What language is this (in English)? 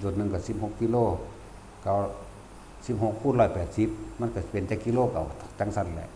Lao